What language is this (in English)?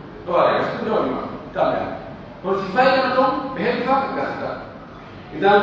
Pular